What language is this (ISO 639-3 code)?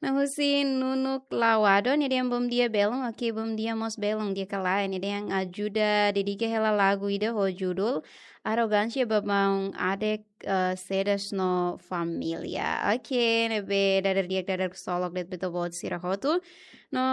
tet